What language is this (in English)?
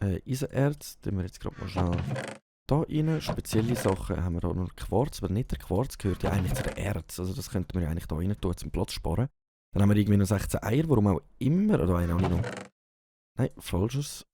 Swiss German